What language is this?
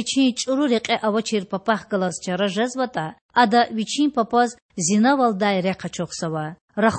Lezghian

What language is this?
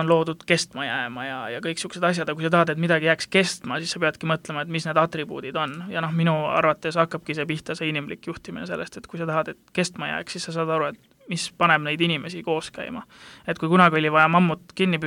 Estonian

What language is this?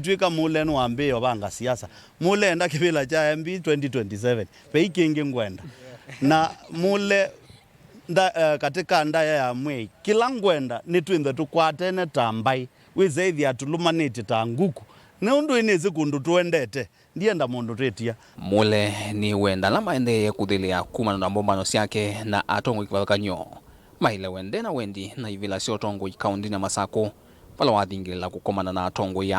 Kamba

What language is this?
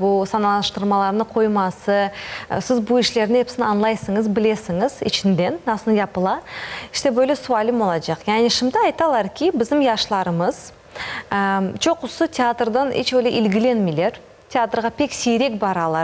Crimean Tatar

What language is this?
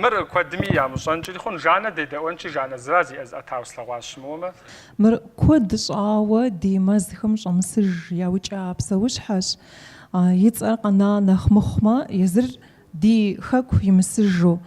Kabardian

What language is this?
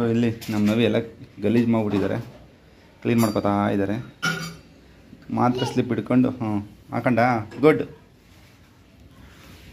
Kannada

